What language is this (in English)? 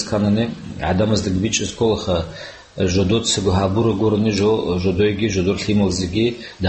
Avaric